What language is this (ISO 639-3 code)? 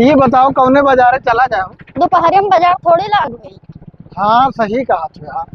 awa